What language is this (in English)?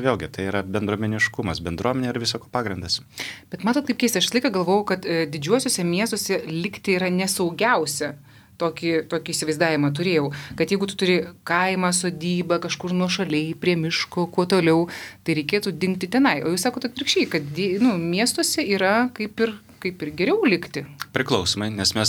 Lithuanian